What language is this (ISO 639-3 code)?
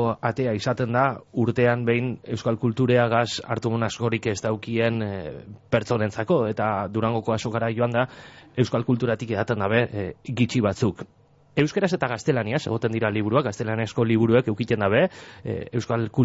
eus